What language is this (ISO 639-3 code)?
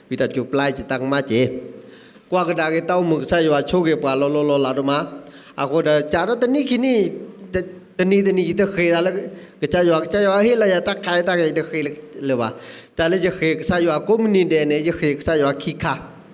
ksw